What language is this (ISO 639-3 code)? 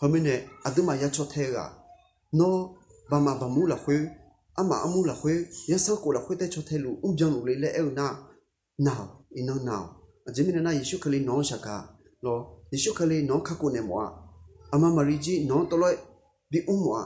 ahk